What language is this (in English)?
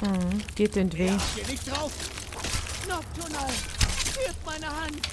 Swiss German